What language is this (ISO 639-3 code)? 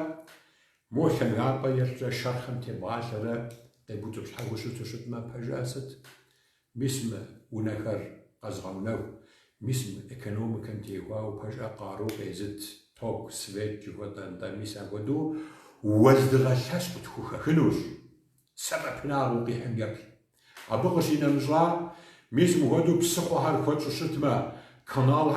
kbd